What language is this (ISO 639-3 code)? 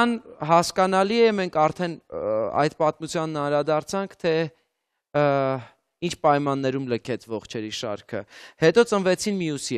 hye